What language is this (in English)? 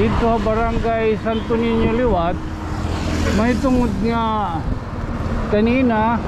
Waray